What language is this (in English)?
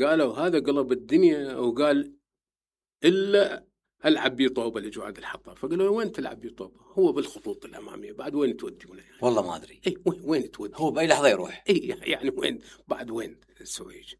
Mesopotamian Arabic